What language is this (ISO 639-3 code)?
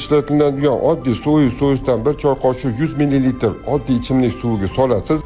uzb